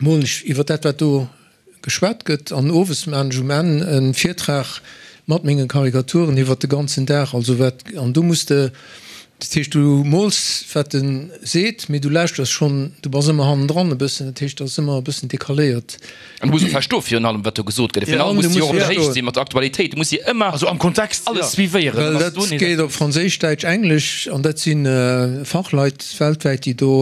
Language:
Luxembourgish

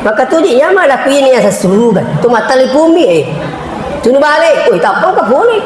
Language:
Buginese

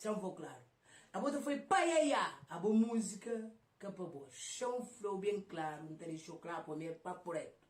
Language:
Kabuverdianu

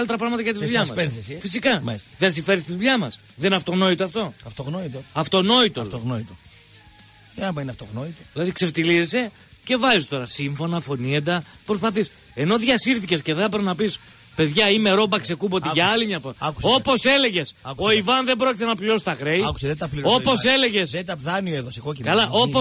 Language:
Greek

